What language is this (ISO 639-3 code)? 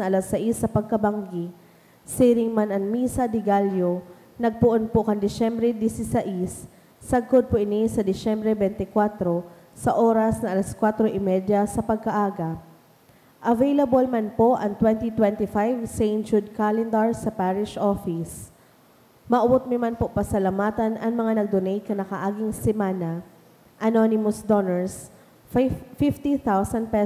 bik